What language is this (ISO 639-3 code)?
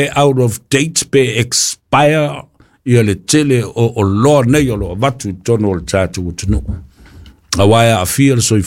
smo